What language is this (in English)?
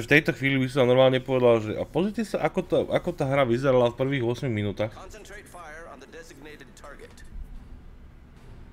Slovak